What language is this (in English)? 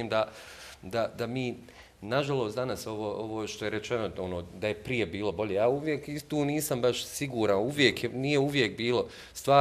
Bosnian